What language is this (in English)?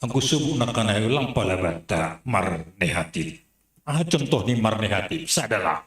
Batak Simalungun